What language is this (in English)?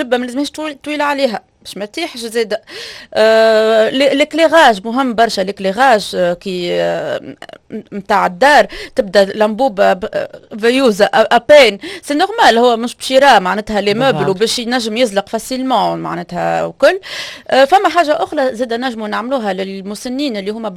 Tunisian Arabic